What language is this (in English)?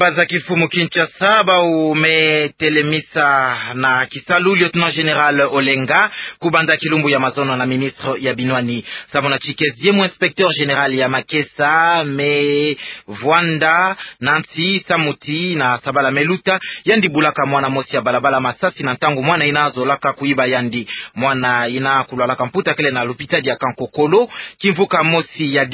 Kituba (Democratic Republic of Congo)